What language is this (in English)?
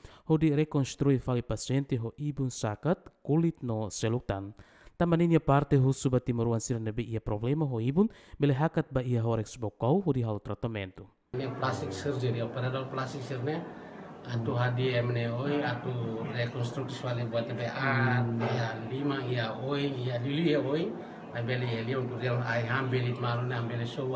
Tetum